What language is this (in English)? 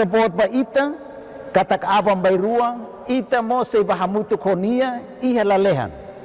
Tetum